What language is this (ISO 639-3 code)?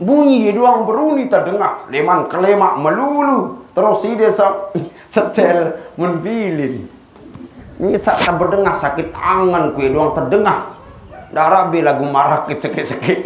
sas